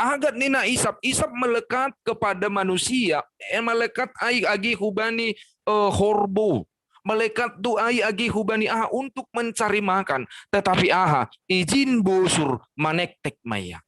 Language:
Batak Simalungun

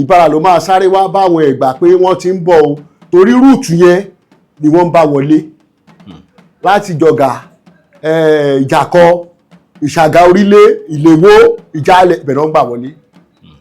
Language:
Yoruba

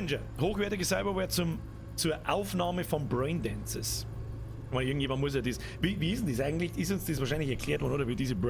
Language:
Bavarian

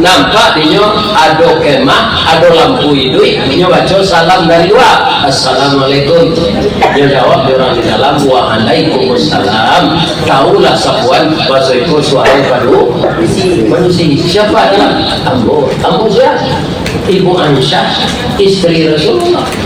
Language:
Minangkabau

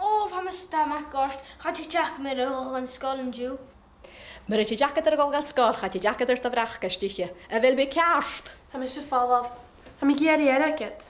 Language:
Scottish Gaelic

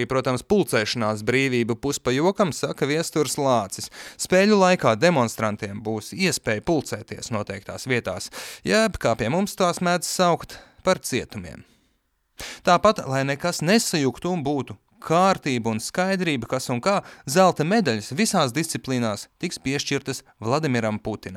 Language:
Latvian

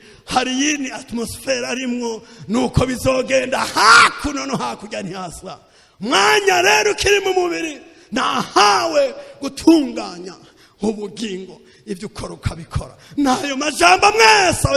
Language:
Rundi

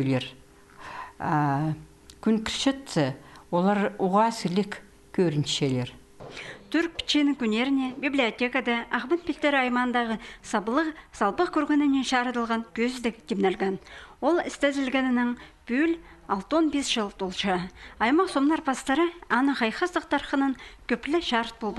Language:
Khakas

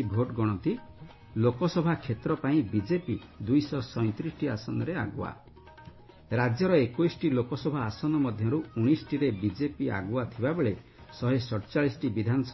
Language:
Odia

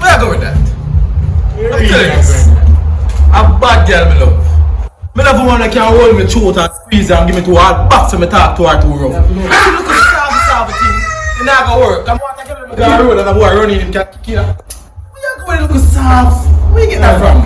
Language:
Jamaican Creole English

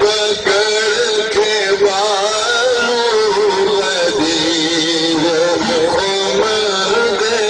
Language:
Saraiki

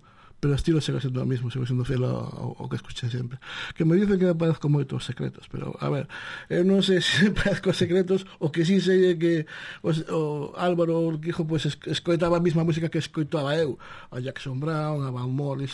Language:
Galician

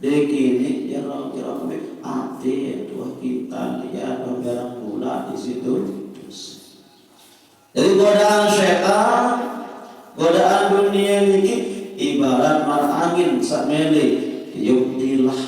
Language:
Sasak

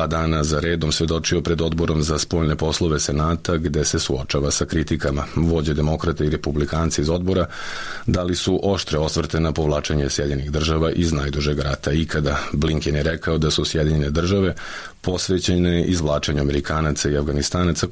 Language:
Serbian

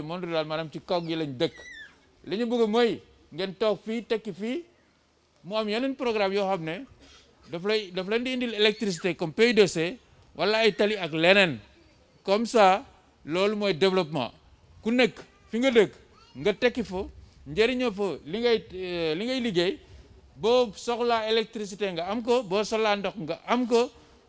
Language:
Wolof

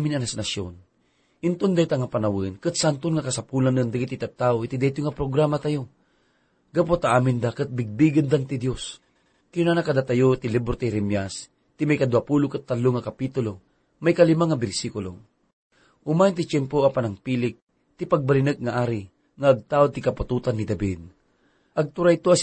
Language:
Iloko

